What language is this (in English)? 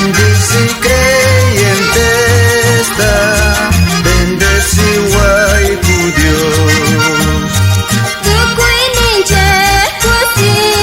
South Bolivian Quechua